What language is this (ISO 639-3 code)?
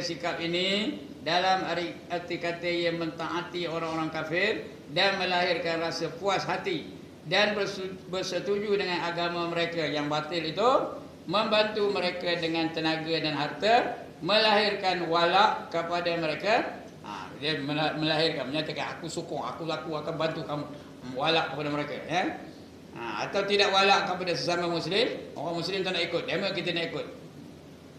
msa